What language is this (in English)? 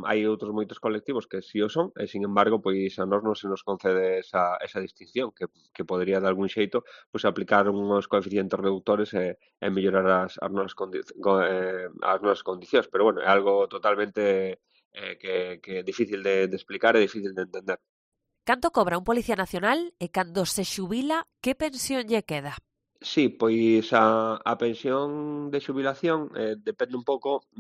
Galician